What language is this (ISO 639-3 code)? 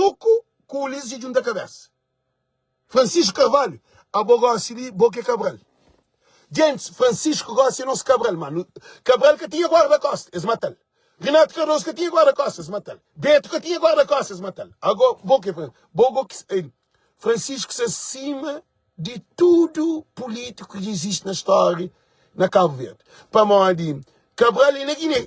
kea